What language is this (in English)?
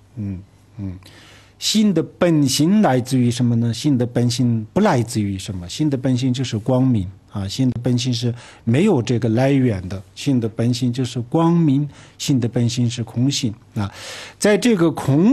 Chinese